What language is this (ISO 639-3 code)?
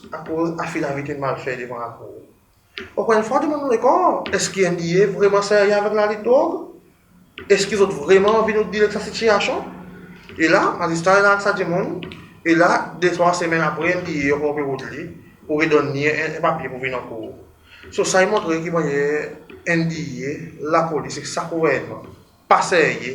crs